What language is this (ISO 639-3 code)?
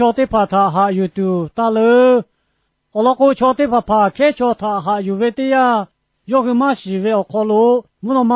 lhu